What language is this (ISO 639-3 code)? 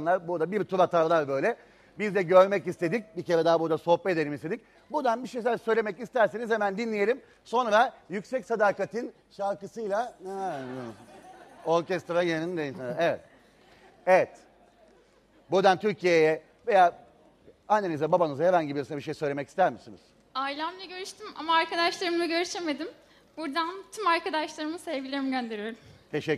tur